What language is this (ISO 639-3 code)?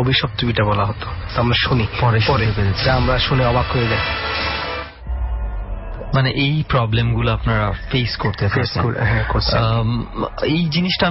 ben